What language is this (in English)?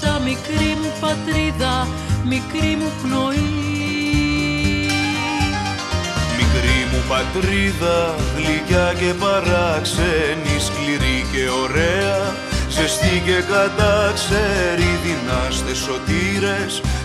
Greek